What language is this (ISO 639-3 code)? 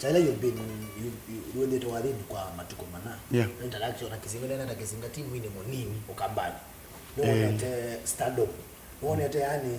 kam